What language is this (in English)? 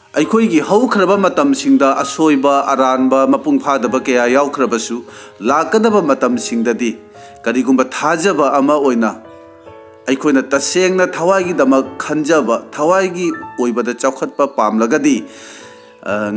Manipuri